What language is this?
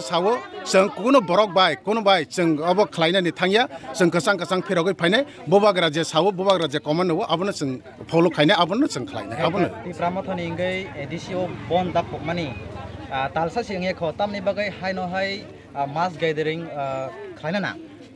Kok Borok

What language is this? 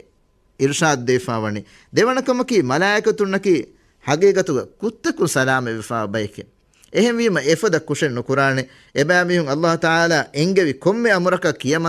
Divehi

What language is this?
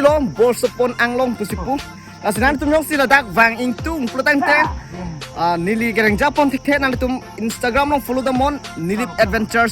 Karbi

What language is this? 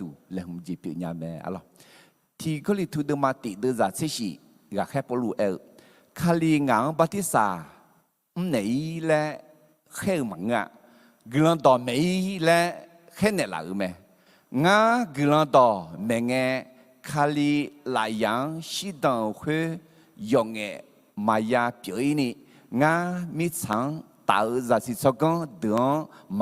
Akha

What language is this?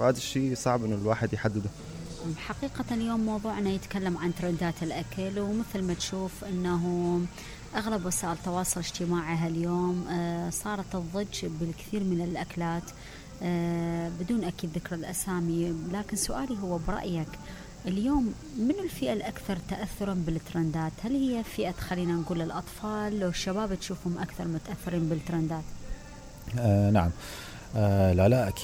Mesopotamian Arabic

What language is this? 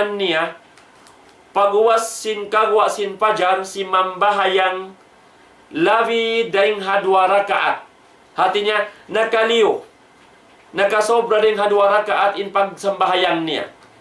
Tausug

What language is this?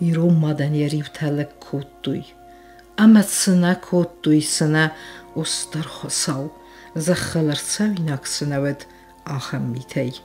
Ossetic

